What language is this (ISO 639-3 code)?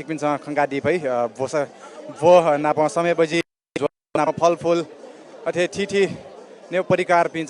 new